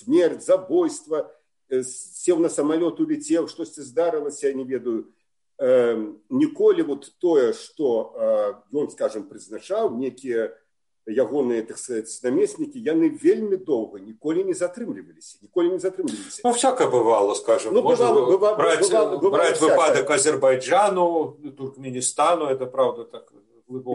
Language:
Belarusian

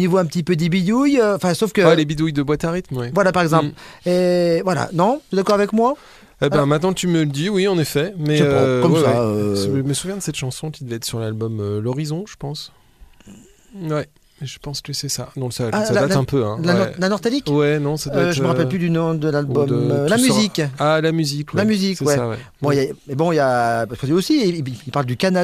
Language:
French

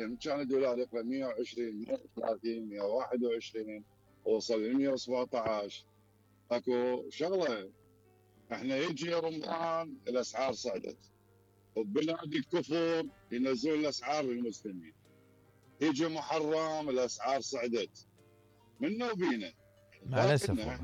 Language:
Mesopotamian Arabic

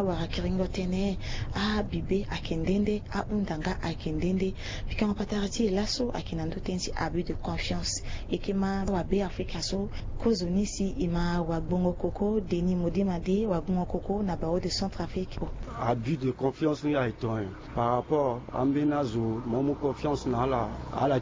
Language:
Sango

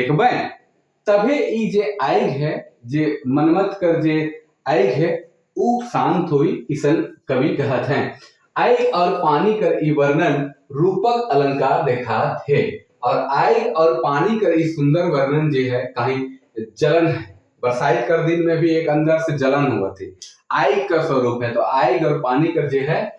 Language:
Sadri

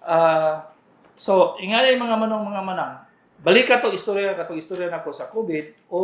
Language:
Cebuano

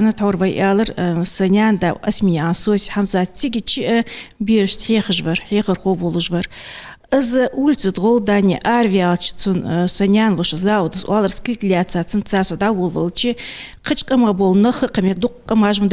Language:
Ingush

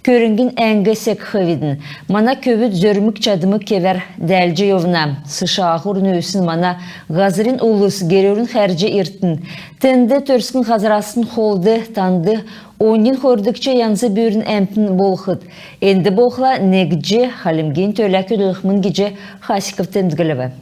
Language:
Kalmyk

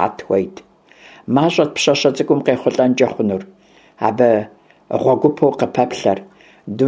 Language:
Kabardian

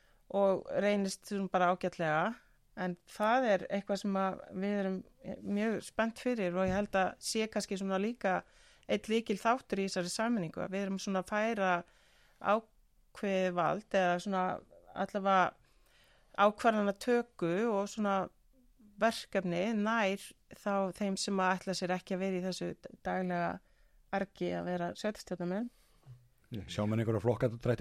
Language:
Icelandic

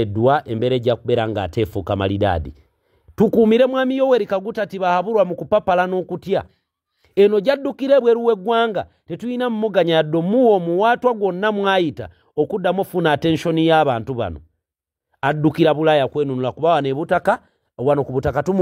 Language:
Ganda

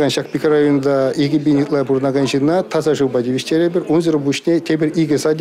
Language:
Chuvash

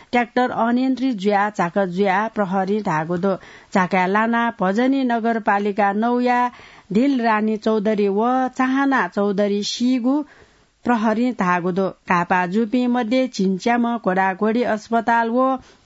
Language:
Newari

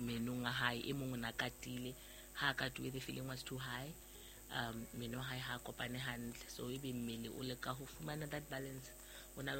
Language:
Southern Sotho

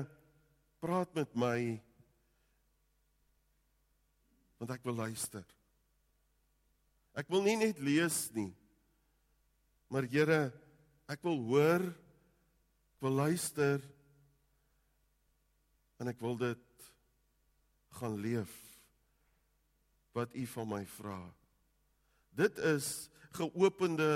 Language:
Afrikaans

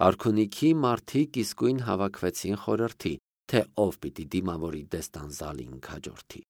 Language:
Armenian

